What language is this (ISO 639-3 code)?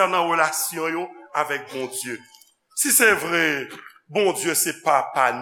hat